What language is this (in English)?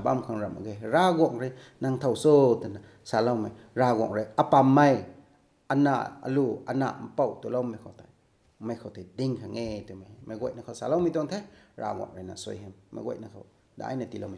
Rongmei Naga